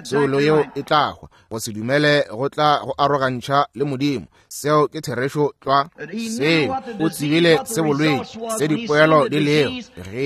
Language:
Northern Sotho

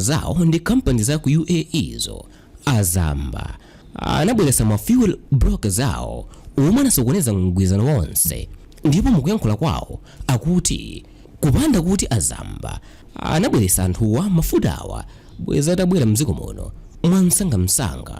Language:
Nyanja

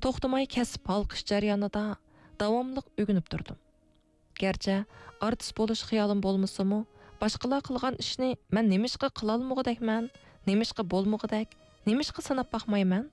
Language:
Uyghur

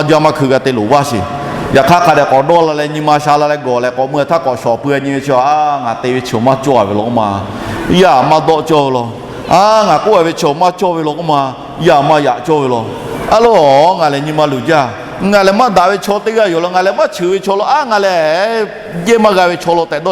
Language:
Lahu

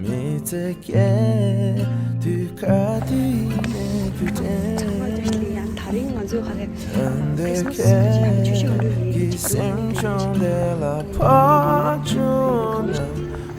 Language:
Tibetan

